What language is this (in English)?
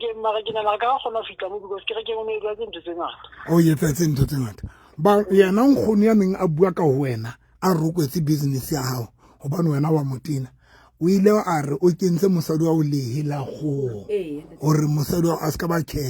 Southern Sotho